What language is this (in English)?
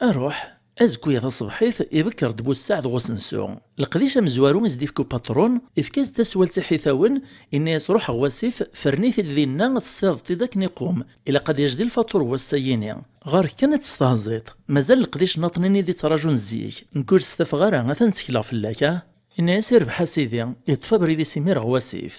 Kabyle